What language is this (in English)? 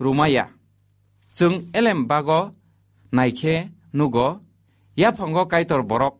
Kok Borok